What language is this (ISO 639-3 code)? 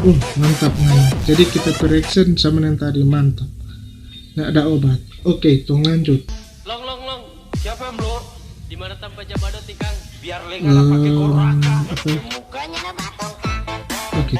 xmm